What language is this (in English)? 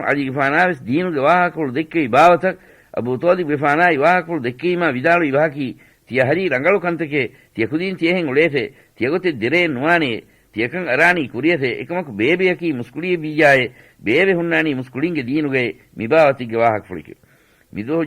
Divehi